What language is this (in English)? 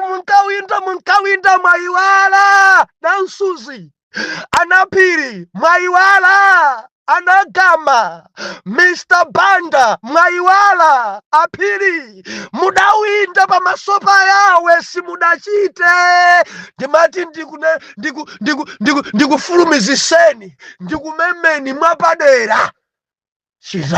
Nyanja